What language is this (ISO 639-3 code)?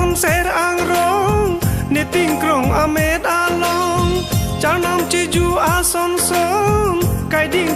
mjw